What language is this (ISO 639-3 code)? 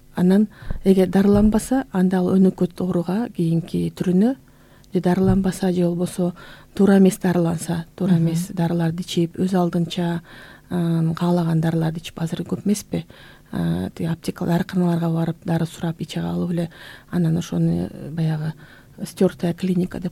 kir